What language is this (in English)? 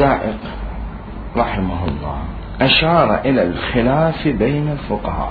Mesopotamian Arabic